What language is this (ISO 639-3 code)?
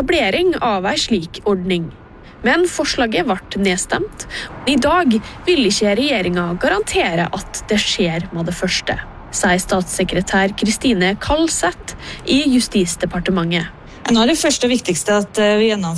nor